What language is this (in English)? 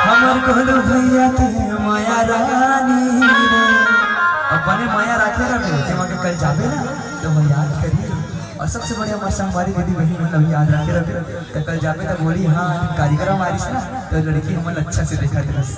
Chhattisgarhi